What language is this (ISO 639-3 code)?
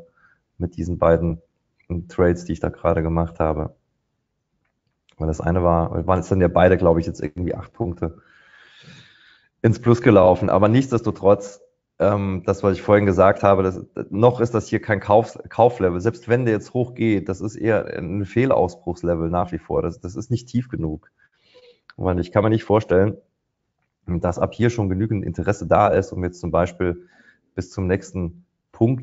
deu